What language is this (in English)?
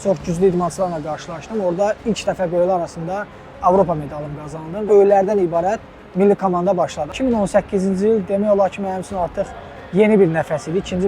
Azerbaijani